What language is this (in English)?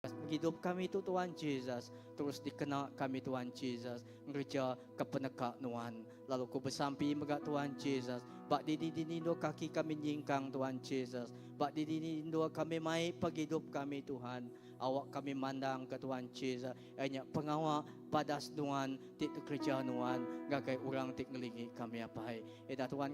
Iban